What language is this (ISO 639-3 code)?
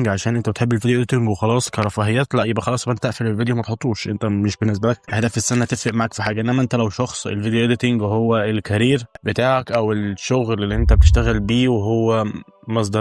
arz